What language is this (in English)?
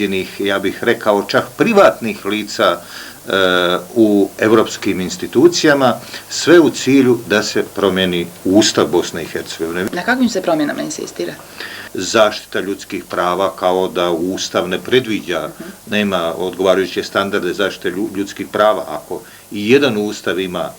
Serbian